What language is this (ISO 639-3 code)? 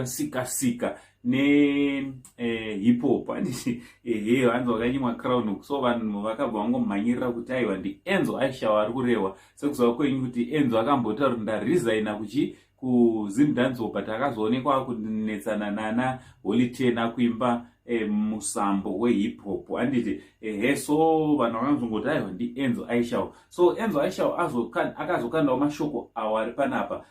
sna